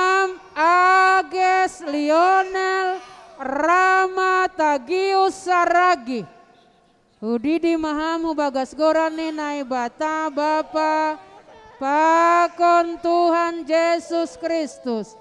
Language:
Batak Simalungun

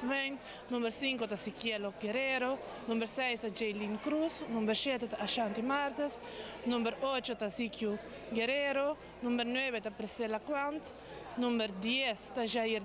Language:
Papiamento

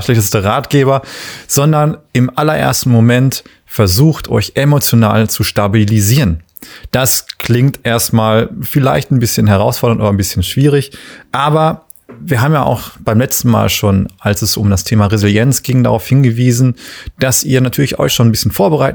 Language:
German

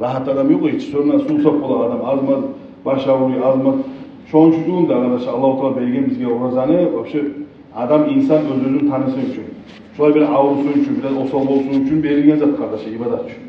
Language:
Kumyk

